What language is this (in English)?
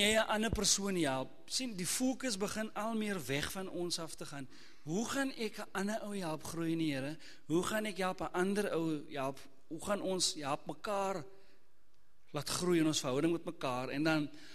Afrikaans